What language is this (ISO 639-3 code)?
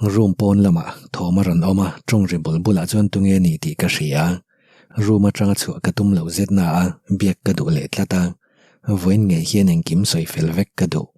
lus